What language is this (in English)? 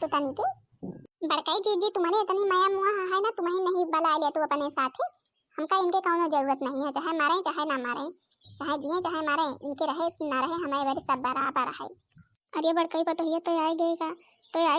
Awadhi